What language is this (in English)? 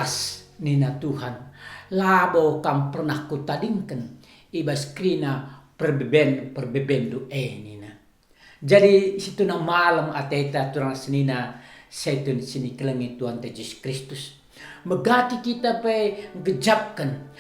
Batak Karo